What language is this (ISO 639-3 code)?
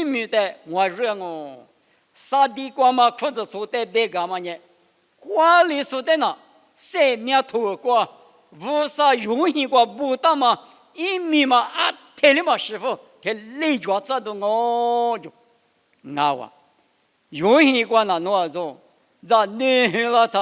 lis